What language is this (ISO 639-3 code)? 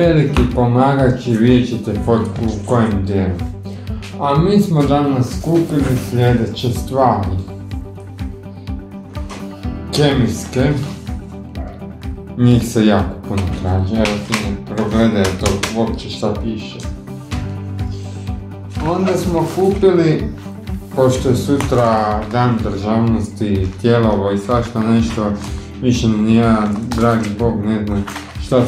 hrv